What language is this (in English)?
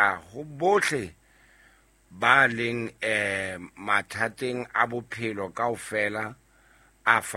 Southern Sotho